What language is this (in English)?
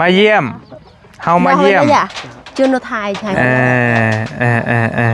Lao